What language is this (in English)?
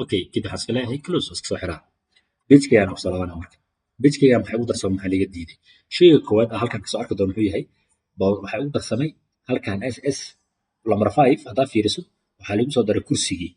Somali